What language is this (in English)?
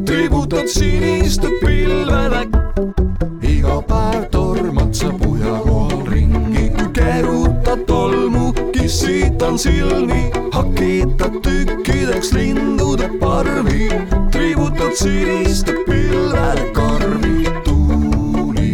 Estonian